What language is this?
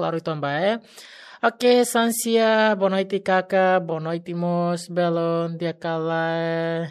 Tetum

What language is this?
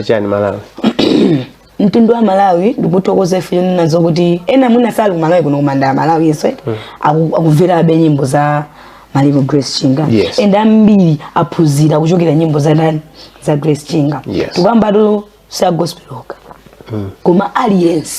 Nyanja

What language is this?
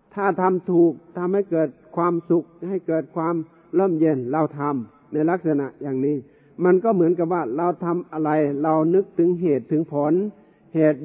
Thai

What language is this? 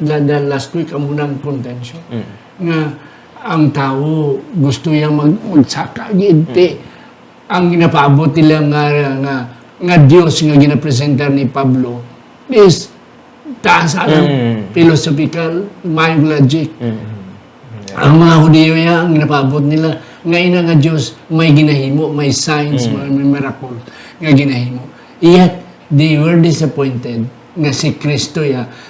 Hiligaynon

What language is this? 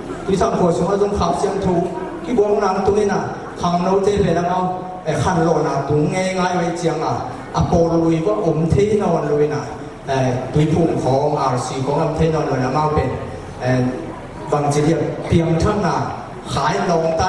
Tedim Chin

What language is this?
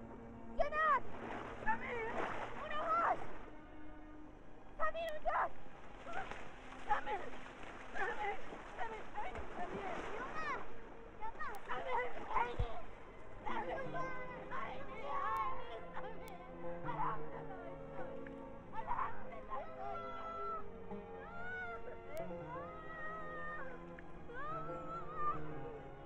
Persian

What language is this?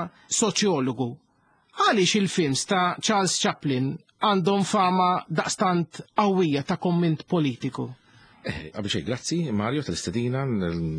Maltese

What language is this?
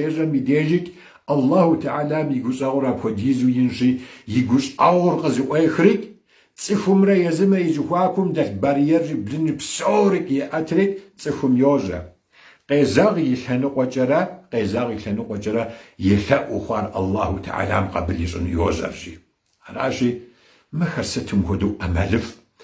Kabardian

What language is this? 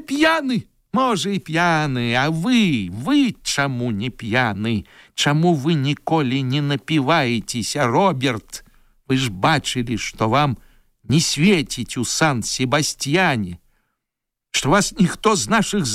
Belarusian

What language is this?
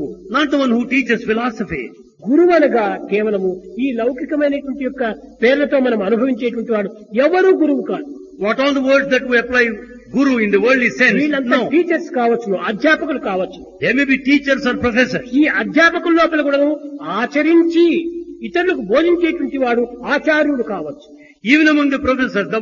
Telugu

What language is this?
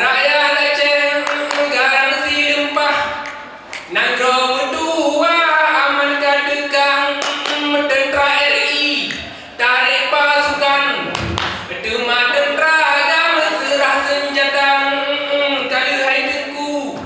Achinese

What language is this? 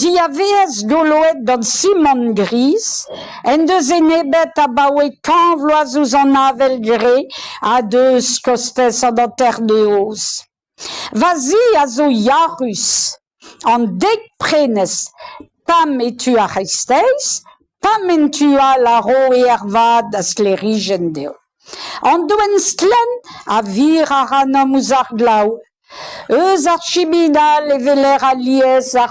Breton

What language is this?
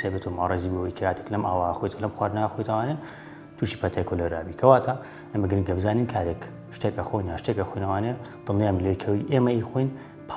Central Kurdish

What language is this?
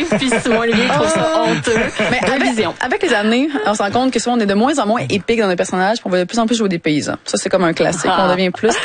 French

